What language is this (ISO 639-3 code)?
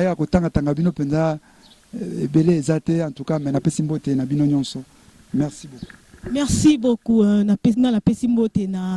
lin